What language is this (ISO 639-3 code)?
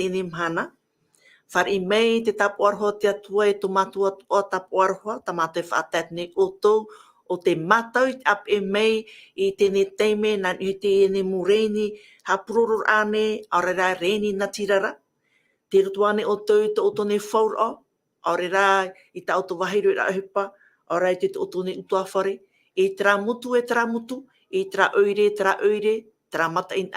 tah